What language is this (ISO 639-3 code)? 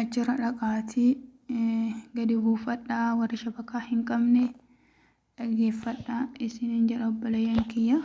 orm